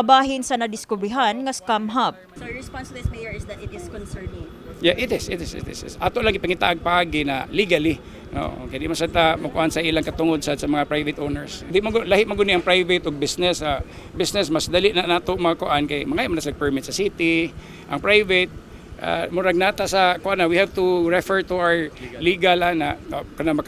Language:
Cebuano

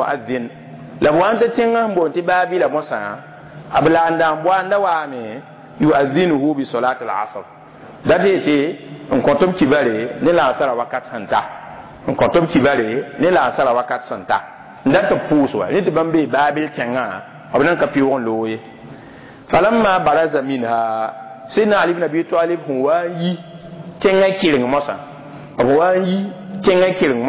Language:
Mossi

